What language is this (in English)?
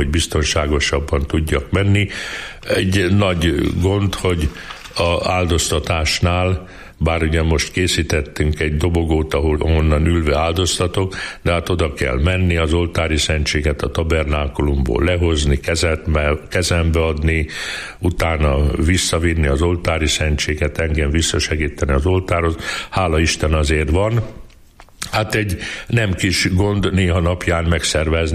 Hungarian